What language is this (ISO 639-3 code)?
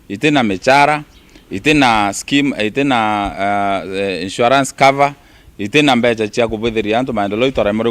mer